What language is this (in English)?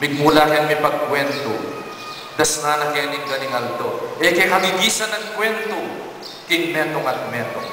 Pampanga